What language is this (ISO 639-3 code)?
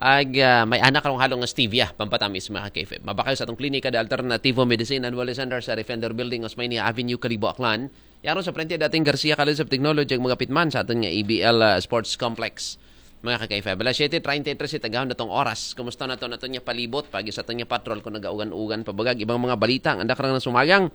akl